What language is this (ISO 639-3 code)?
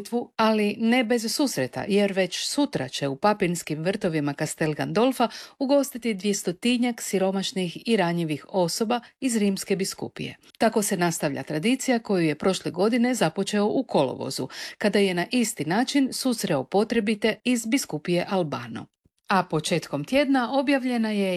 hrv